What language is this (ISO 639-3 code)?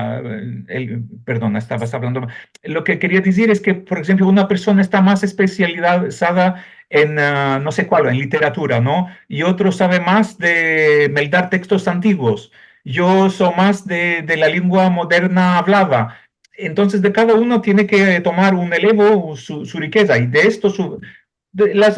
lad